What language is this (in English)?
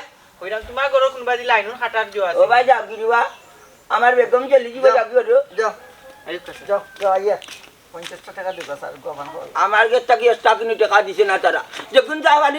Sylheti